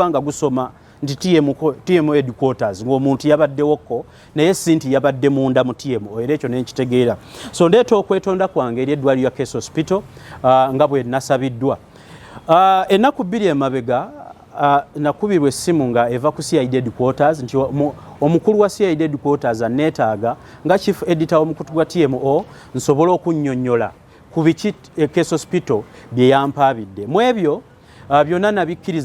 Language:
Ganda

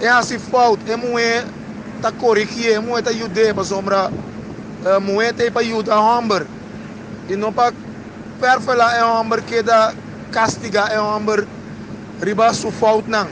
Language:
Papiamento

